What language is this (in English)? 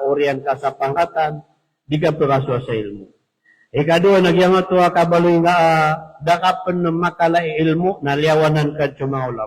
Maranao